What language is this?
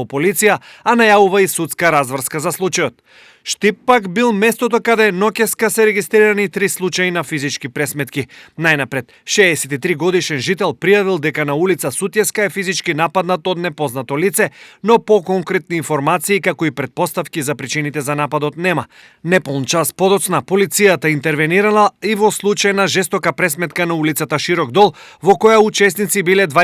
Macedonian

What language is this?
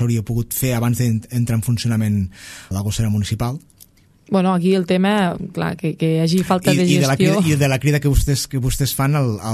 Catalan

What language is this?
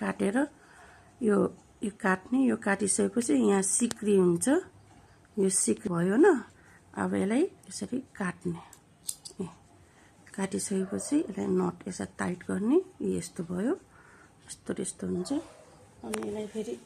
Nepali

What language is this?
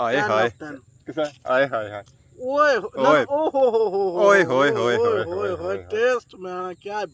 Pahari-Potwari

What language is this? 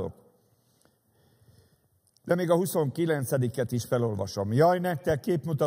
Hungarian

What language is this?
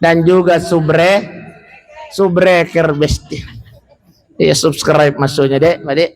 Buginese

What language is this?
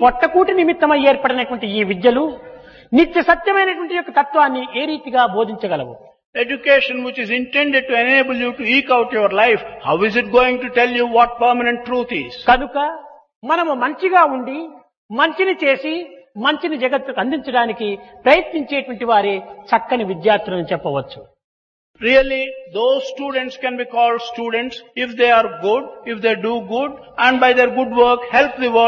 Telugu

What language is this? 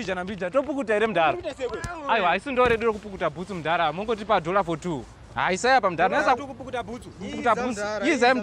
Shona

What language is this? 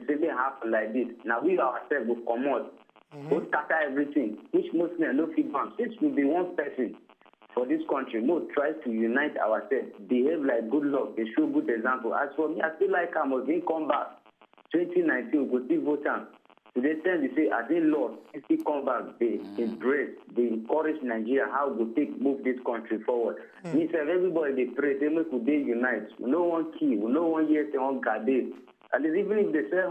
Nigerian Pidgin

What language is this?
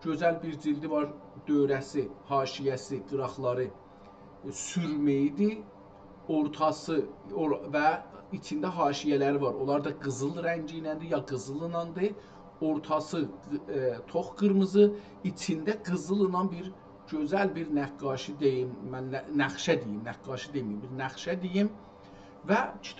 South Azerbaijani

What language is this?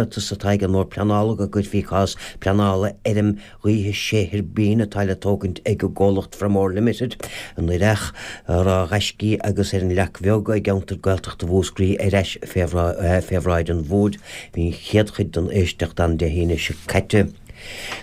Irish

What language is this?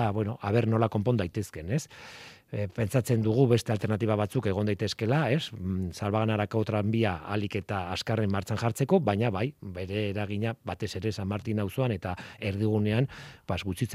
Basque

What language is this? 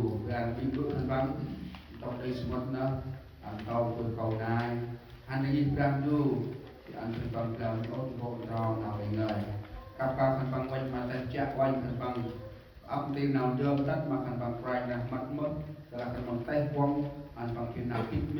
Central Mnong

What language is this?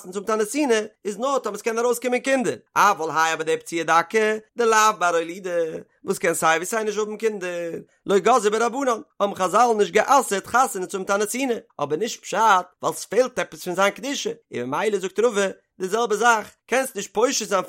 Yiddish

